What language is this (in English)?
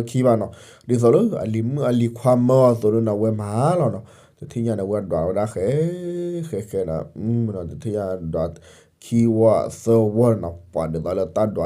S'gaw Karen